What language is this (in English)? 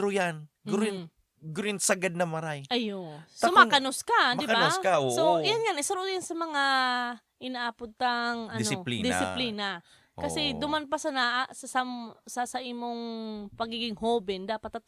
Bikol